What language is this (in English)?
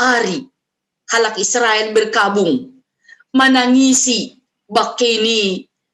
Batak Simalungun